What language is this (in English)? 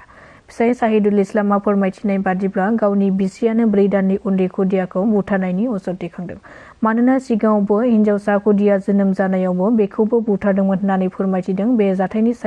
Bodo